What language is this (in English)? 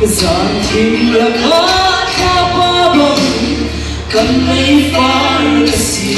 Falam Chin